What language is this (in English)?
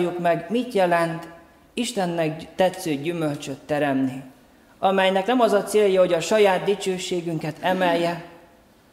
Hungarian